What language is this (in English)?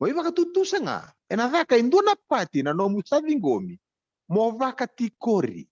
Fijian